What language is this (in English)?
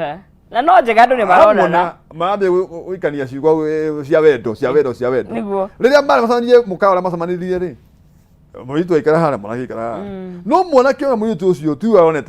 Kikuyu